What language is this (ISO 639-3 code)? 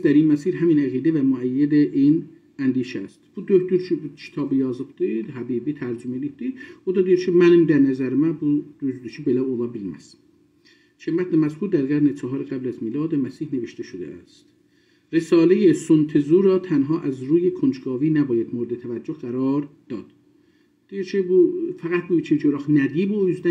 azb